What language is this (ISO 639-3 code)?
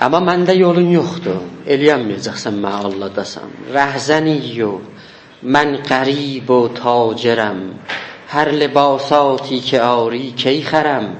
azb